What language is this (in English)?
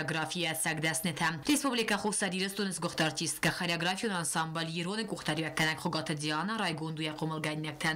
Ossetic